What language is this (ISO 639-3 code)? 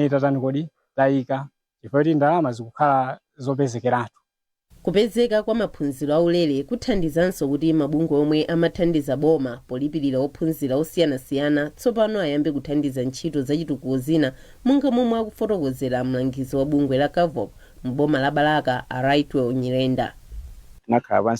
nya